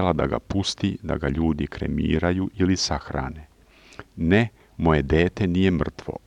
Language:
Serbian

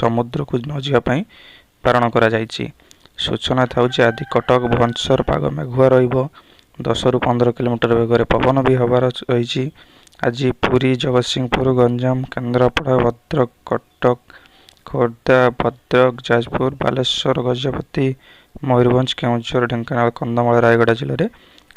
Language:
Odia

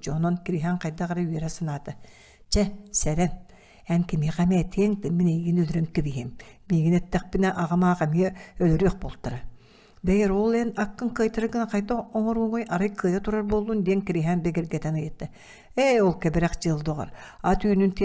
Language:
Yakut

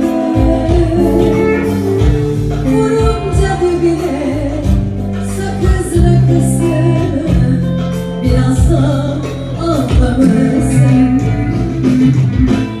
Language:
Turkish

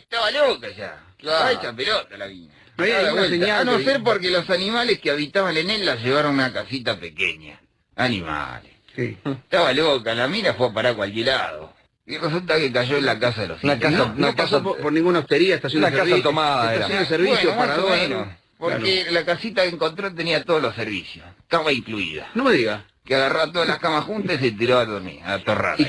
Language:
Spanish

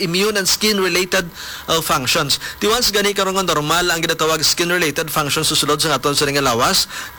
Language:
Hiligaynon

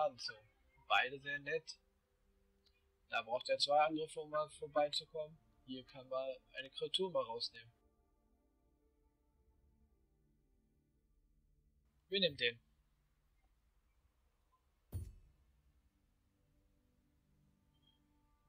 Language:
German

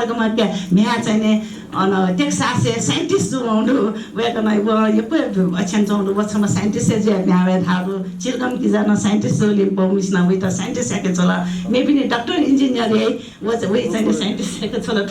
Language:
Newari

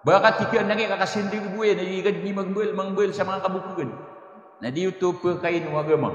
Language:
Maranao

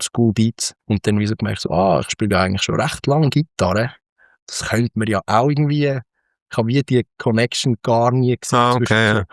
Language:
Swiss German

